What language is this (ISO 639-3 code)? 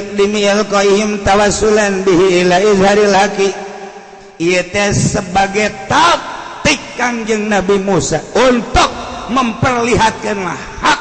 sun